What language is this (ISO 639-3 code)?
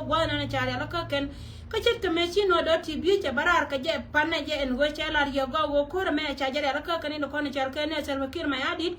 nus